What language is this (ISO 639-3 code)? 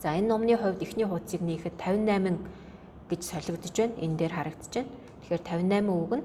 mon